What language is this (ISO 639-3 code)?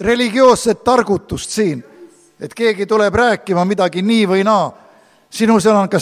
est